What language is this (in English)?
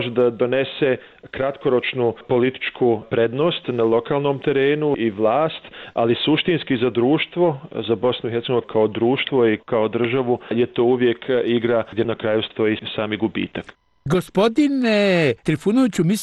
Bosnian